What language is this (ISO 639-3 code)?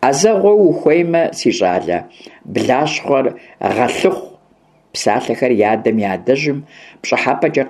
kbd